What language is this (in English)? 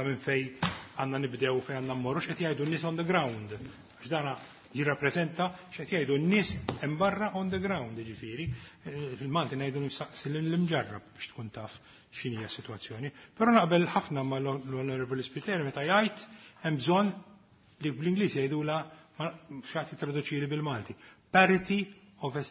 Maltese